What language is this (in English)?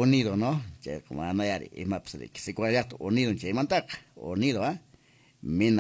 Quechua